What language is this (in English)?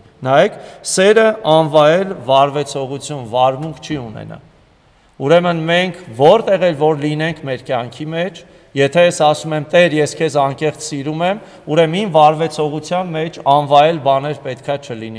Armenian